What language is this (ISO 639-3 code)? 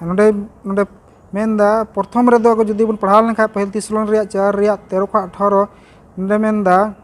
sat